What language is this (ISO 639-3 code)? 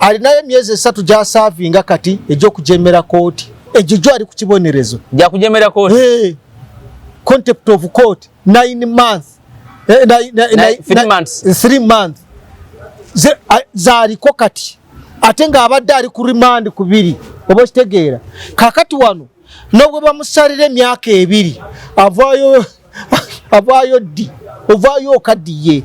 lug